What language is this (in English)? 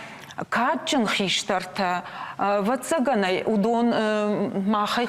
Ossetic